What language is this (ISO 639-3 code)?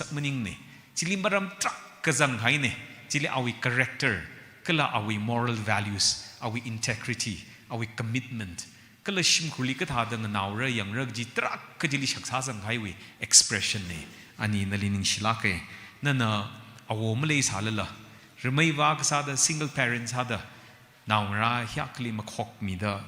nmf